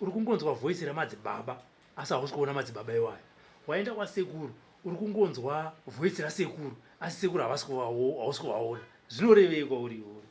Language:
Shona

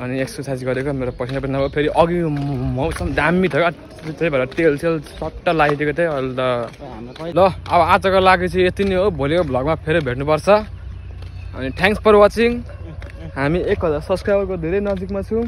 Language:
Nepali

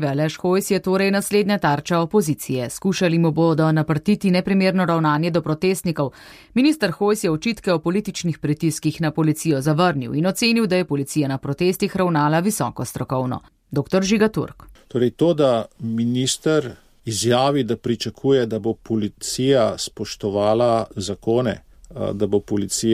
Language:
Slovenian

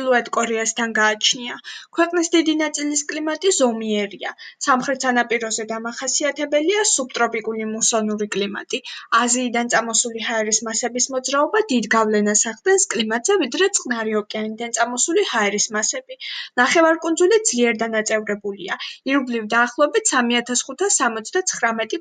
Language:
Georgian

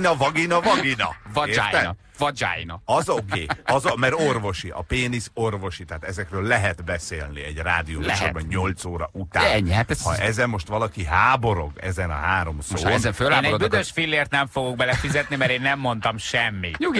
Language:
Hungarian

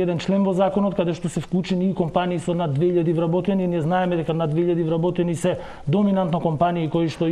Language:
Macedonian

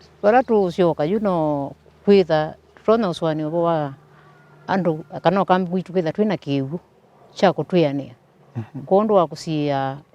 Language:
Kamba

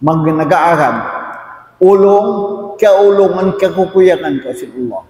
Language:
Tausug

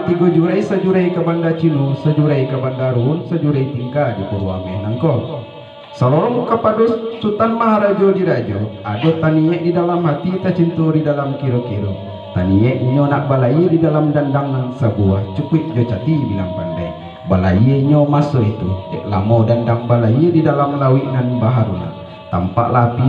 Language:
Minangkabau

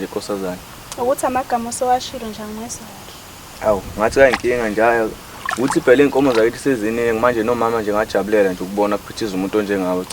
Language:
Zulu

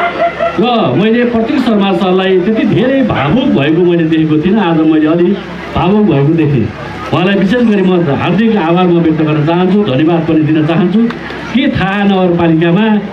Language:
Nepali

